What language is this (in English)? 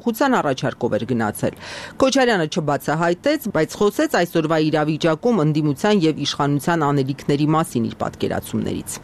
Armenian